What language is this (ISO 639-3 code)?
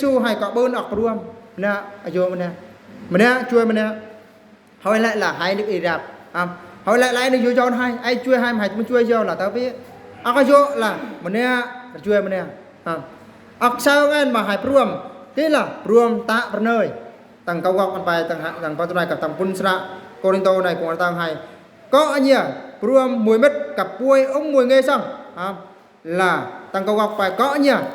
bru